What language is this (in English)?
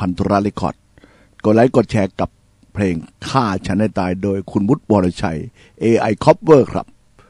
Thai